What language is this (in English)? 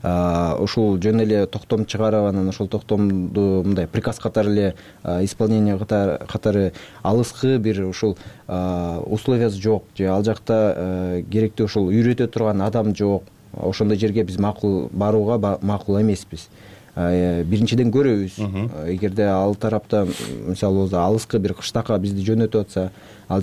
Kyrgyz